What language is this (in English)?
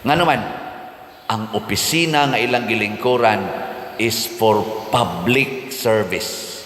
Cebuano